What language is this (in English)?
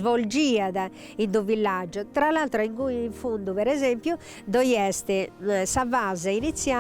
Sardinian